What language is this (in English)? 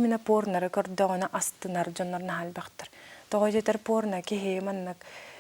Yakut